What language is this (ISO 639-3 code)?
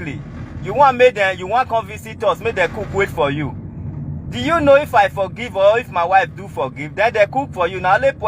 pcm